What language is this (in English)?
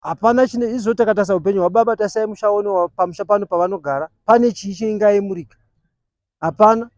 Shona